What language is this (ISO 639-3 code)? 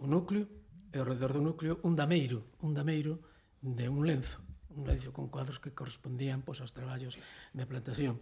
glg